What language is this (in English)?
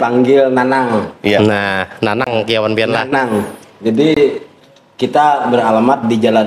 Banjar